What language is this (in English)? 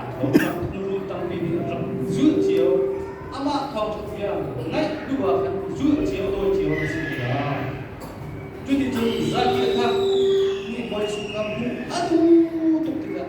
Hakha Chin